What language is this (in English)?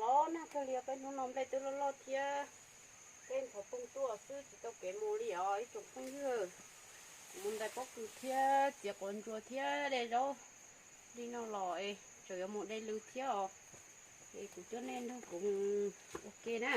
Hmong